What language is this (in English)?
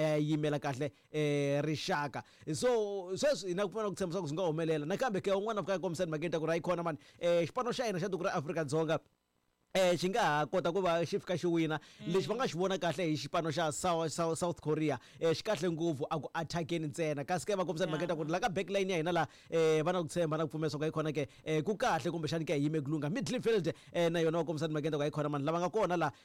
Tsonga